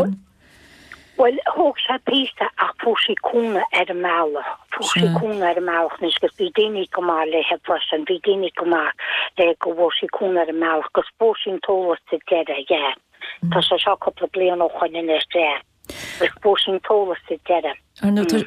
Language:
Irish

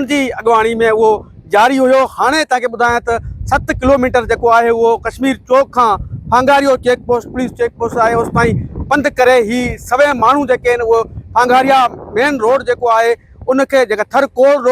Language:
Sindhi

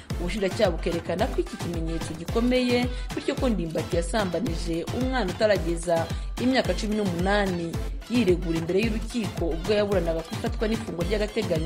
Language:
Kinyarwanda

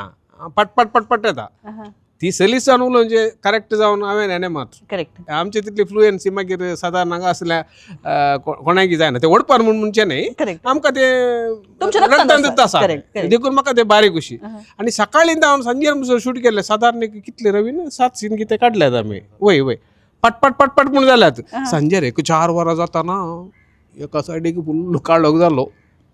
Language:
Konkani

